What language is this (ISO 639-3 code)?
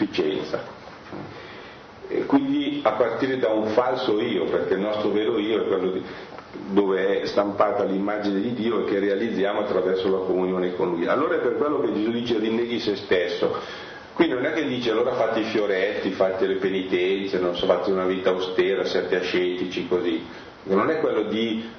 ita